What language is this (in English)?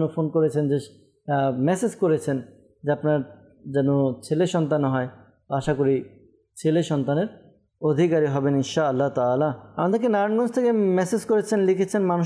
Bangla